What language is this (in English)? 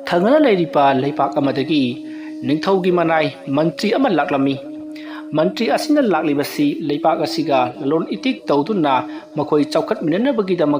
Manipuri